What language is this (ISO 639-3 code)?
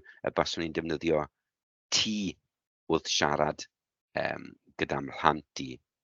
cym